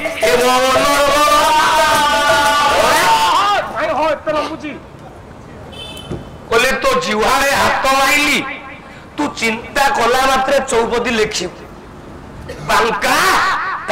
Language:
Odia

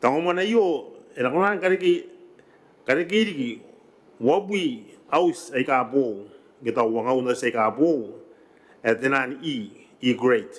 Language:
Gilbertese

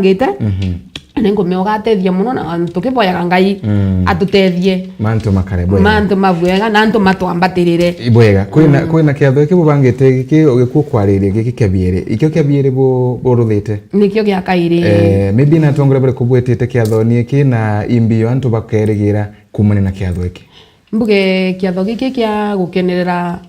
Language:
Meru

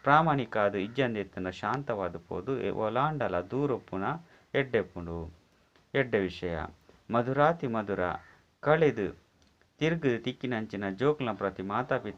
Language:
Tulu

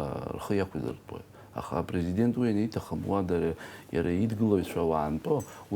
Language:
Abkhazian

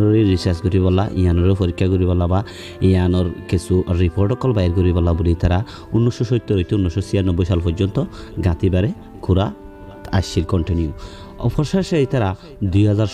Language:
Rohingya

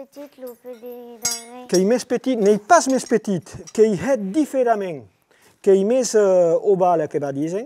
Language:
Occitan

